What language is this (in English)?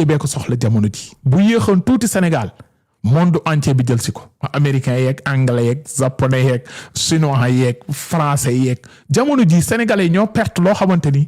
Wolof